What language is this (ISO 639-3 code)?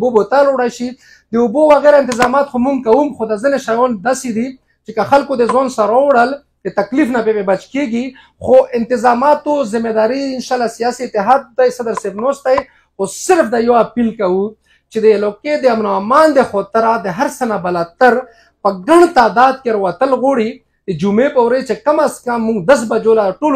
pus